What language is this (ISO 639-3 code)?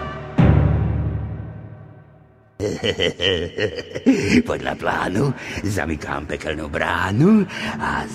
slk